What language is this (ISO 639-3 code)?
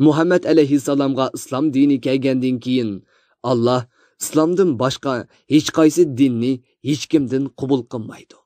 uig